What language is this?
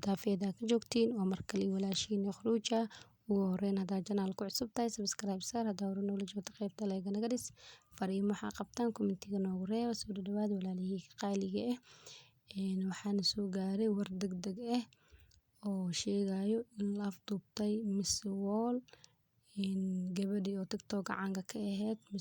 Somali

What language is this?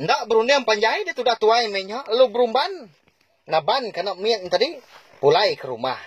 Iban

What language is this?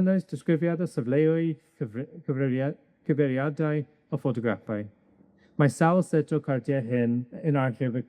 Welsh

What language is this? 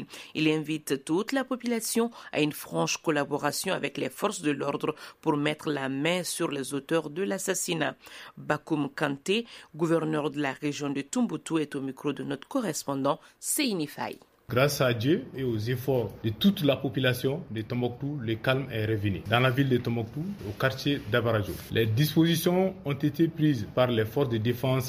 French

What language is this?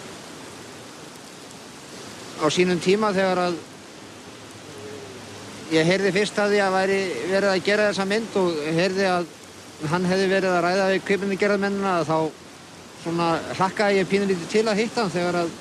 Icelandic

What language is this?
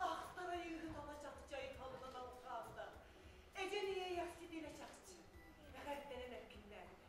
Yakut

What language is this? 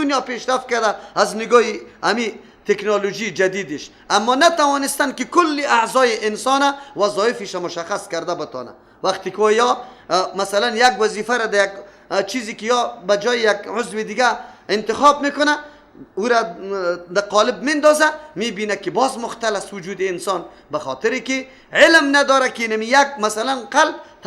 Persian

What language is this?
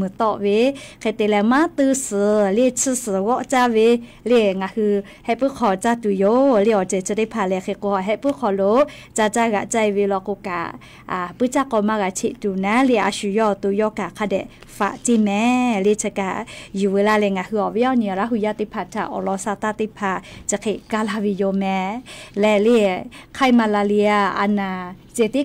Lahu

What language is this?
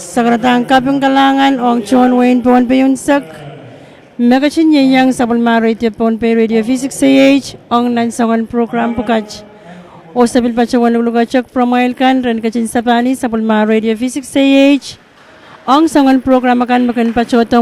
Pohnpeian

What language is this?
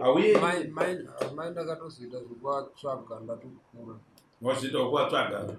Shona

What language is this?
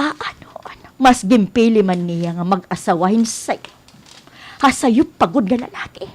Waray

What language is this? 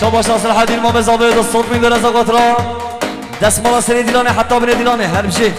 Kurdish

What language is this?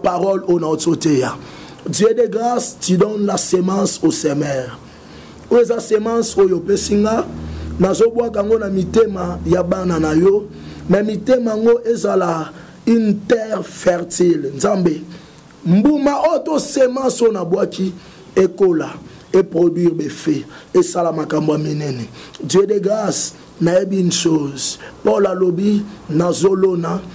Lingala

